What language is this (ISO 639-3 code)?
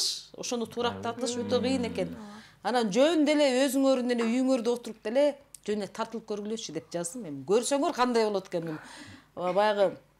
kir